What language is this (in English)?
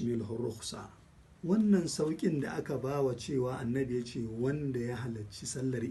Hausa